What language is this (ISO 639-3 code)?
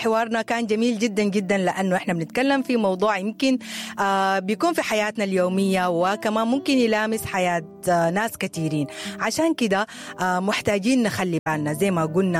apd